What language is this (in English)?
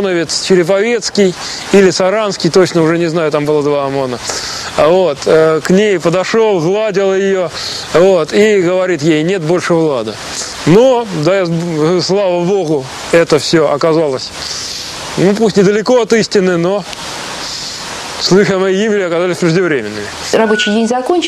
Russian